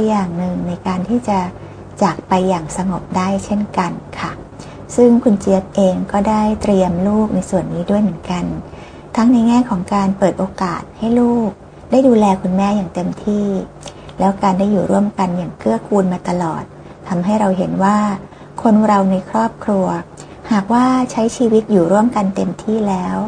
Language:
Thai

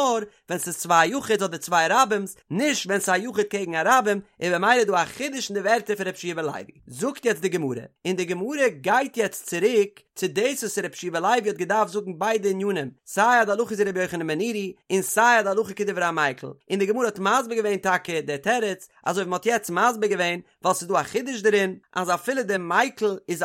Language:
Yiddish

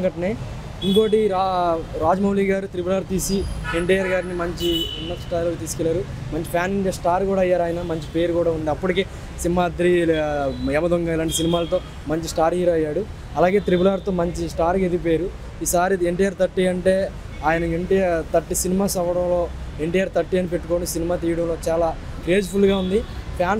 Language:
Telugu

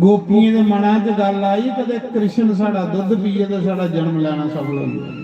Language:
Dogri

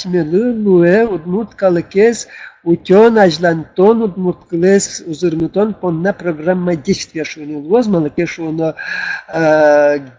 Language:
Udmurt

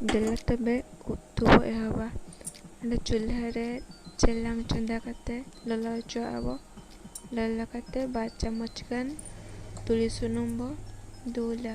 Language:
Santali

